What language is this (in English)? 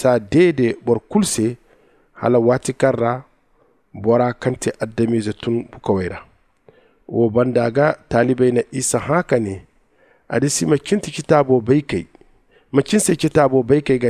Zarma